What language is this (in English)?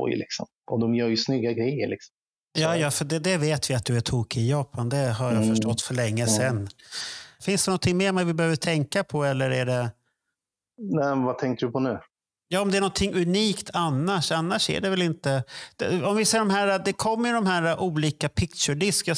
Swedish